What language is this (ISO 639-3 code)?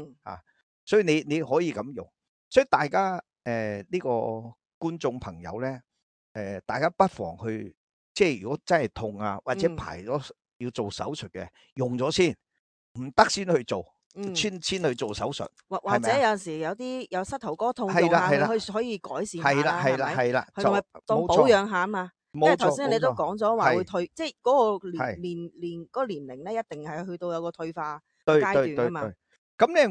yue